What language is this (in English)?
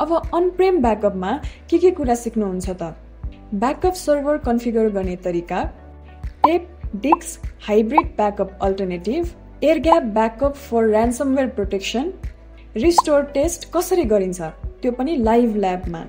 Nepali